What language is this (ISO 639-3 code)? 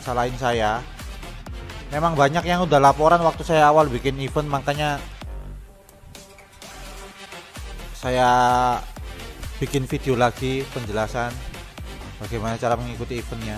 ind